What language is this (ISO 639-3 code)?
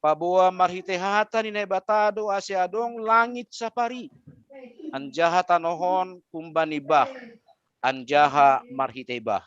bts